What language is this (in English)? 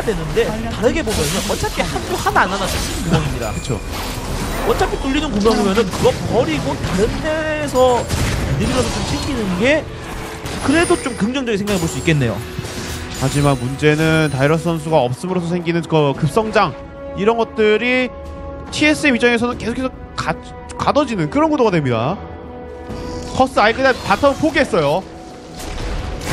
Korean